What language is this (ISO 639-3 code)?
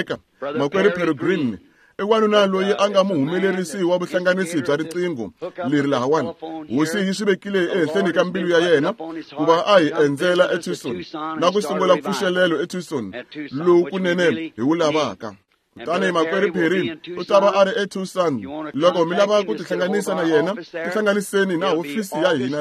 tso